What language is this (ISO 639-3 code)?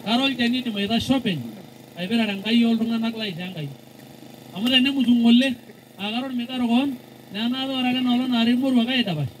mas